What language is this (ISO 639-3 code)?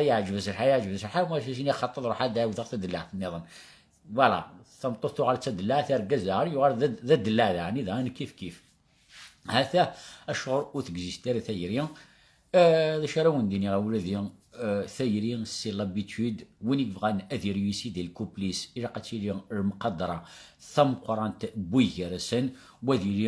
kab